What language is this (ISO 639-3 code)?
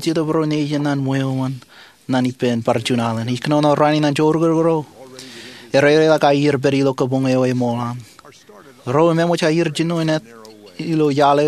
mah